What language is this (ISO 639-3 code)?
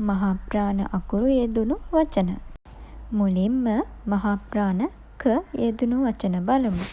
sin